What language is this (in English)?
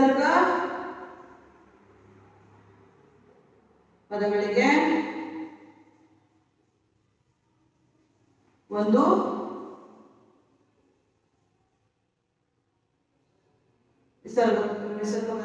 Kannada